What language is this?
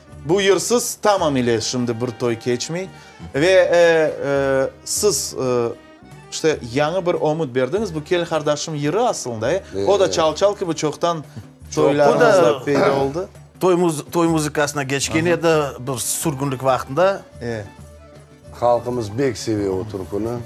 Crimean Tatar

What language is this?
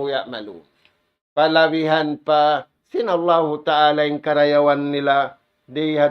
Tausug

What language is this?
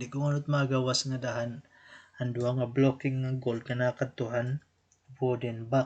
Waray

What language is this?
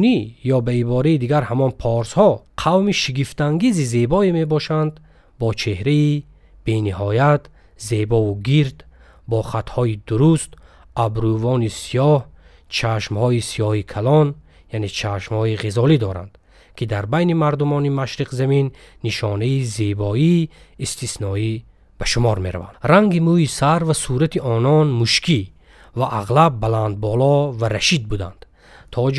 Tajik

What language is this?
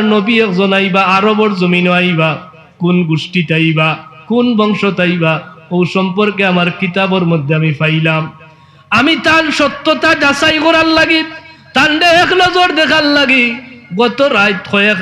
Sylheti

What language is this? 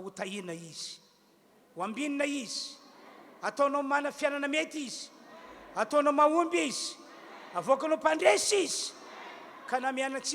Malagasy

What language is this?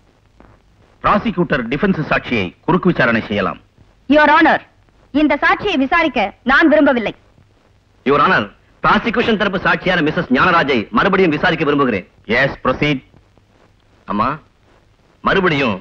Tamil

